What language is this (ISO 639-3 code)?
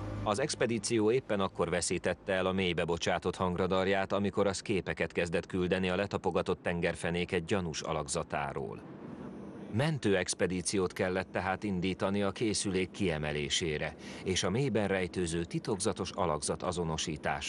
hun